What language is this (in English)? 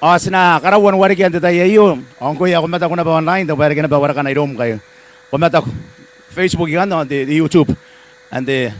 Gilbertese